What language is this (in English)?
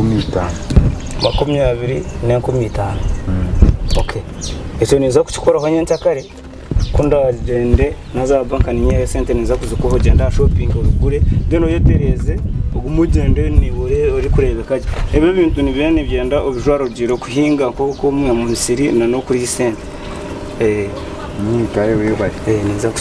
Nyankole